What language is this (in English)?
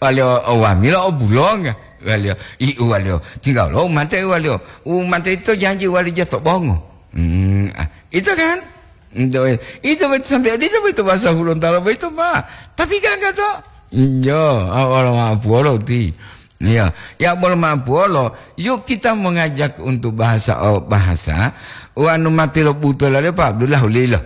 Gorontalo